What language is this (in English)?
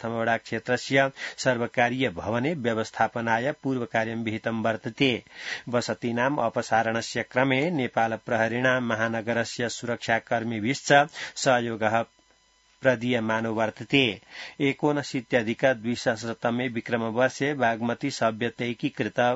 Sanskrit